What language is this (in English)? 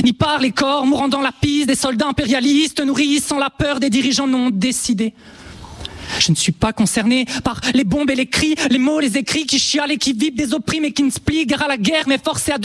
French